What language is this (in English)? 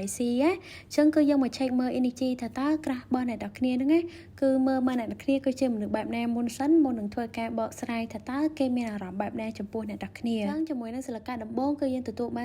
Khmer